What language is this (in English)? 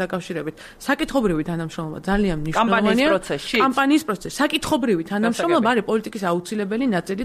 Georgian